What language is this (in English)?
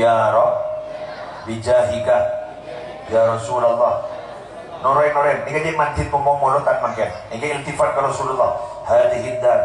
Madurese